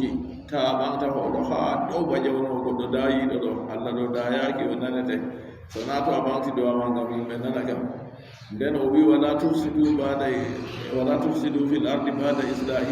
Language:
Adamawa Fulfulde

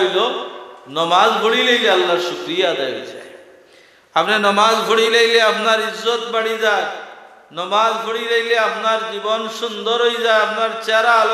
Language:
Sylheti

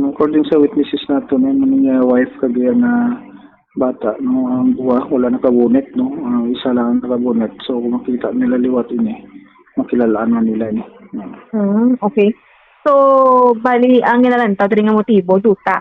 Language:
Hiligaynon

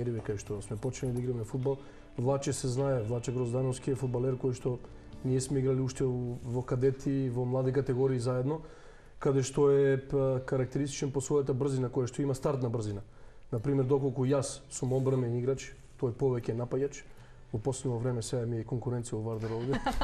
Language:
Macedonian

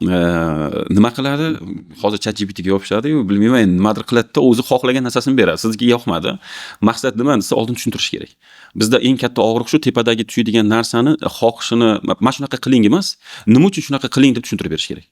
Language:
Uzbek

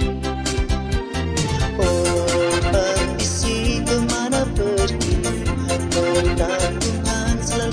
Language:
Malay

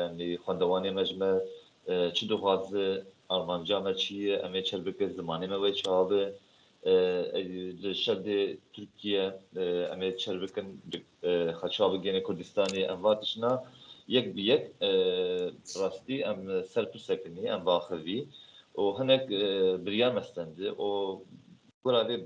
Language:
Kurdish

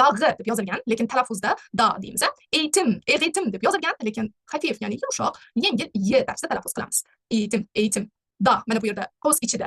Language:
Uzbek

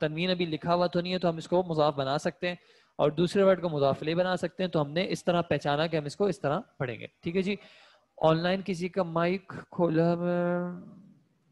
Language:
Urdu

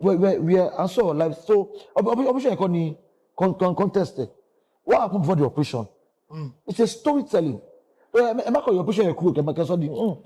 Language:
Yoruba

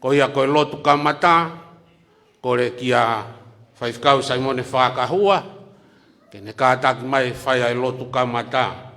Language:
Tongan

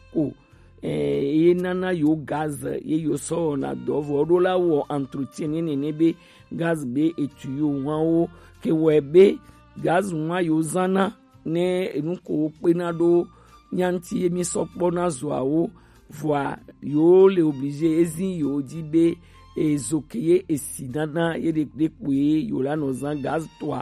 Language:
Gen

